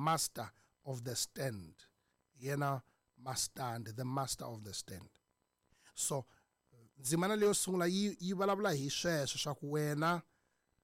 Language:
Tsonga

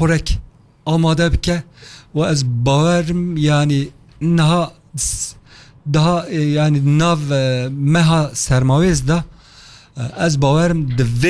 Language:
Kurdish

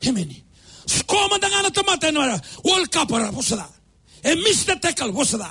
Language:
Fijian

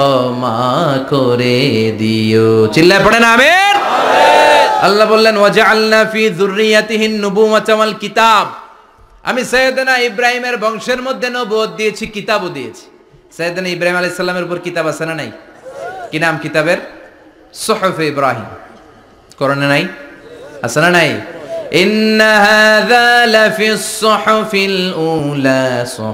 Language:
Bangla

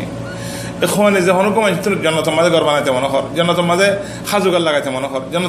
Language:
Rohingya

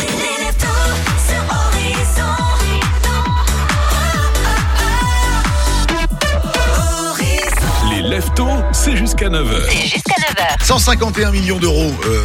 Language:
French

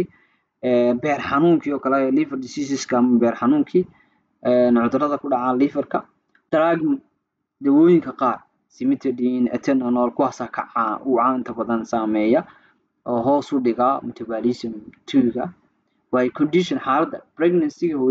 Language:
Somali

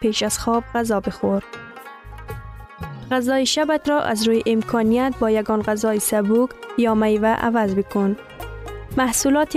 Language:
Persian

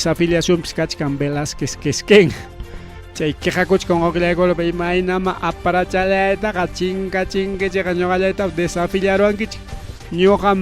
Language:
Ayacucho Quechua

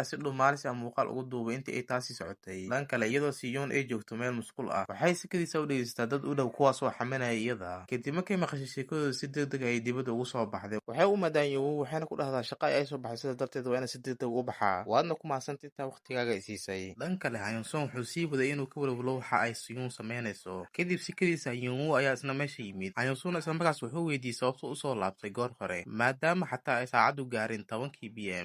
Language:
Somali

